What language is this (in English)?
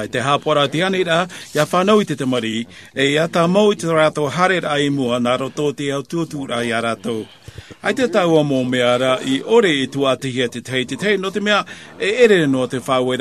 Tahitian